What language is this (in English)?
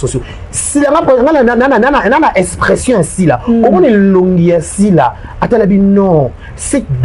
Lingala